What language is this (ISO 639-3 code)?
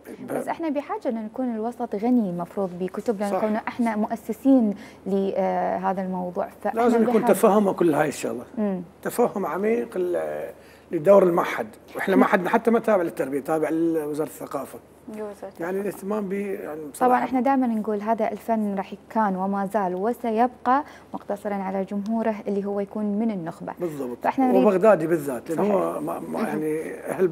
acm